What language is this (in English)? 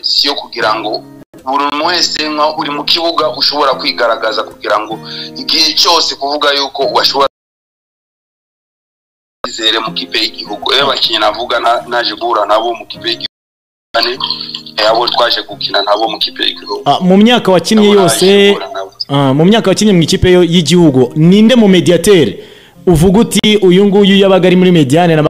Kinyarwanda